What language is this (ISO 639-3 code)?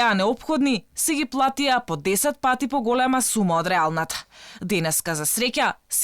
mkd